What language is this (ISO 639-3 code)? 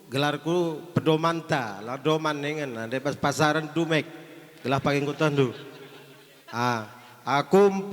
btx